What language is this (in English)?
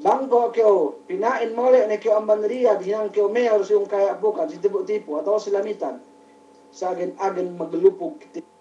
Yakan